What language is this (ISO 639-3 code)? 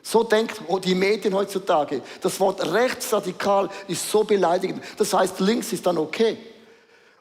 gsw